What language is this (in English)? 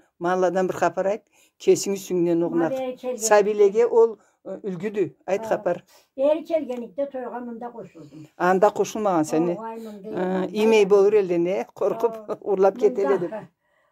Karachay-Balkar